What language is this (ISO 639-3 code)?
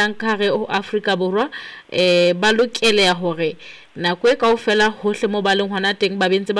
sot